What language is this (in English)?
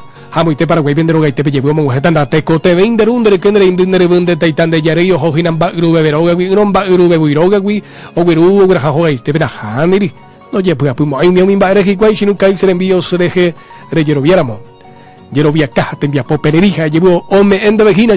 Guarani